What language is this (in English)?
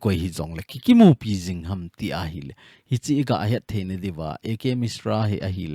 Thado Chin